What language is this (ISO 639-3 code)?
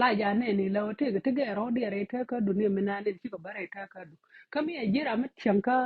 nus